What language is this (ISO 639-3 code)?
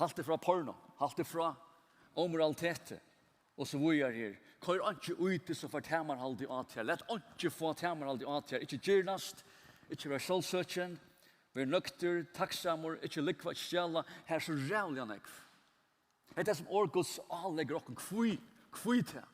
fao